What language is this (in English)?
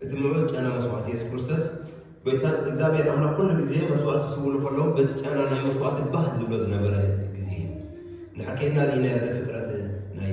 Tigrinya